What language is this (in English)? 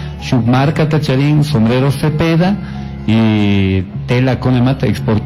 Chimborazo Highland Quichua